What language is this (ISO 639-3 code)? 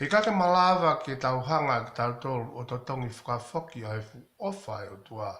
ton